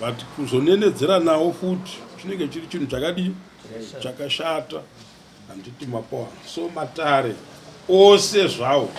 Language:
Shona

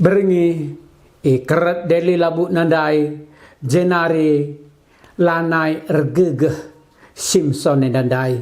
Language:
Batak Karo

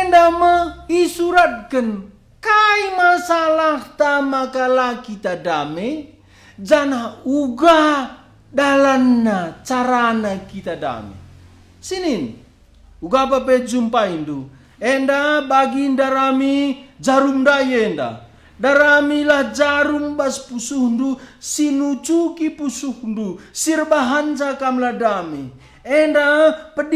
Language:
Batak Karo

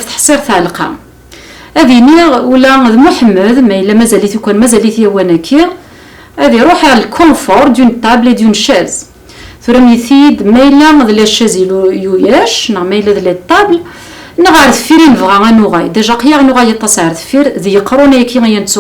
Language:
Kabyle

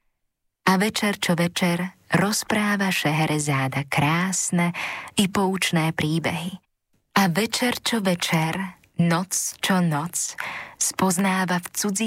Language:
Slovak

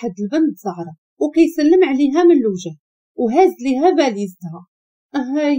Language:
Moroccan Arabic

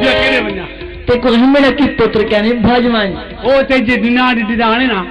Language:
Saraiki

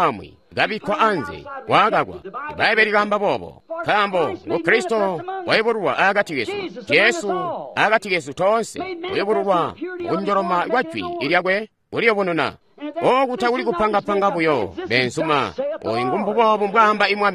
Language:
Tonga (Zambia)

